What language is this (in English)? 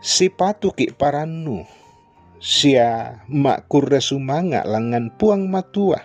Toraja-Sa'dan